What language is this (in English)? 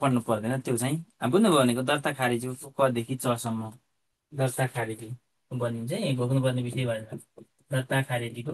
Nepali